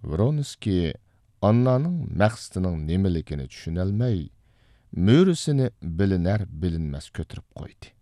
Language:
Uyghur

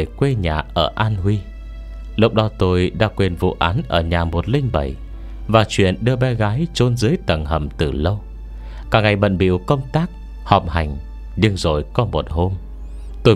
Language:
Vietnamese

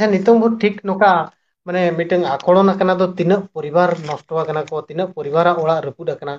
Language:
Santali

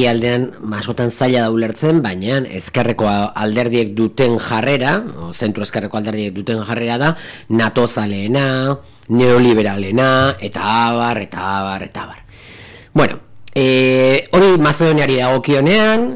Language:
Basque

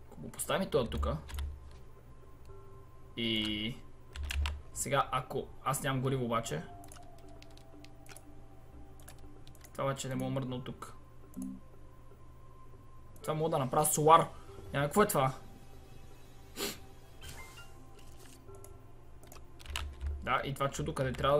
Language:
Bulgarian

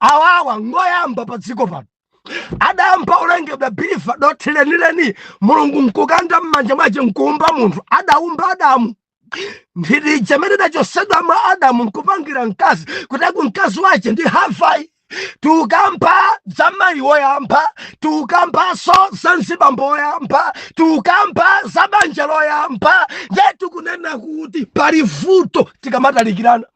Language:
Nyanja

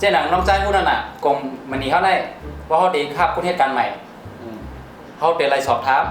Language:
Shan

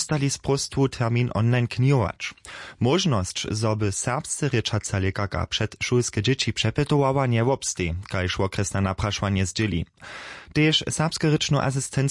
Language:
Upper Sorbian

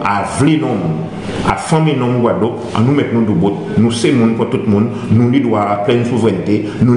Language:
Guadeloupean Creole French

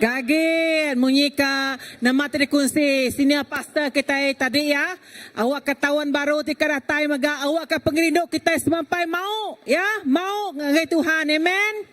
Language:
Iban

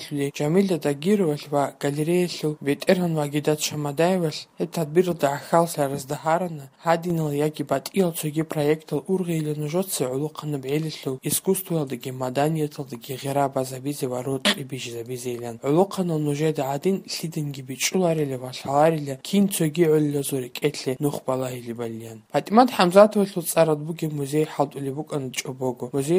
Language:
Avaric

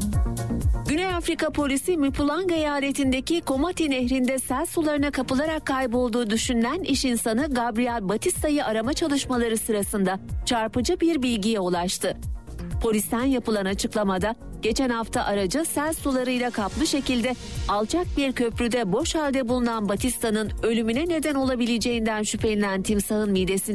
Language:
Turkish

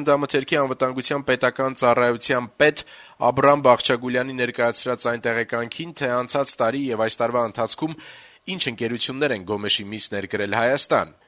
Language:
Armenian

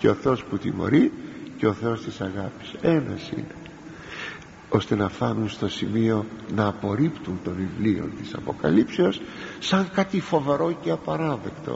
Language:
Greek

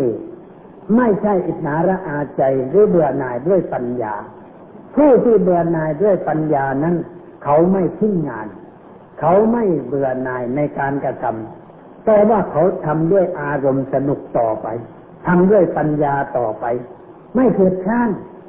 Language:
Thai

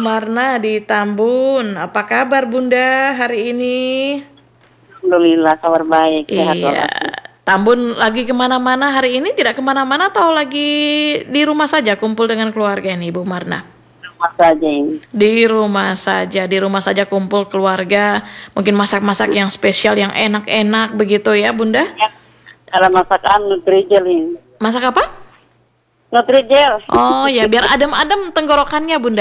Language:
Indonesian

